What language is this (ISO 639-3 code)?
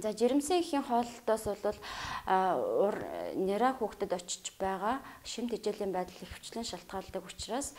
mon